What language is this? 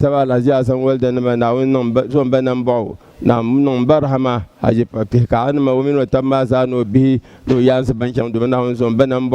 Dagbani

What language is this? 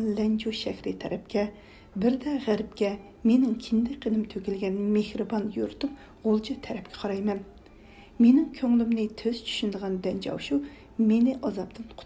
Uyghur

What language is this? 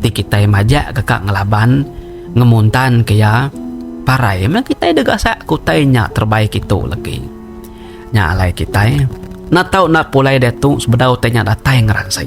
Iban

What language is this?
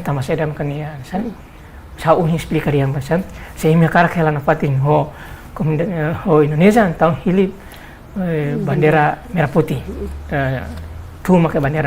Tetum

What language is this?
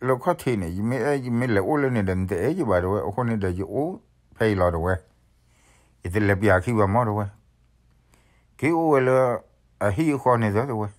S'gaw Karen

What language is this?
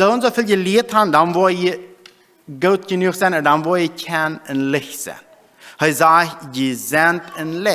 Plautdietsch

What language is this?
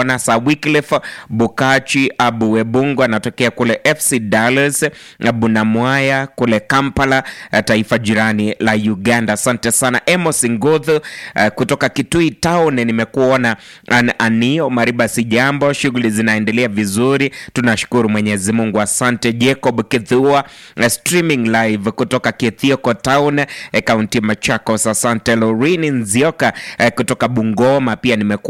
Swahili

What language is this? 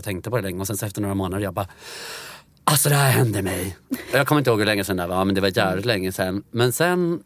Swedish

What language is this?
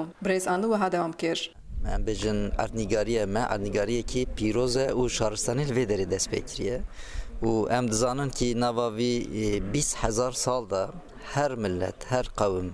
Kurdish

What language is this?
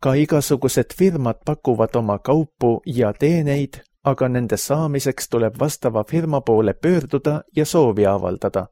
Estonian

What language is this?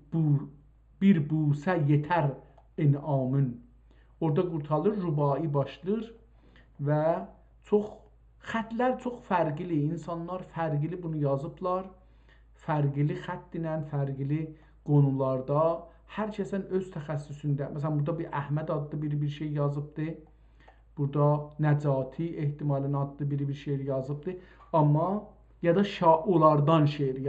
South Azerbaijani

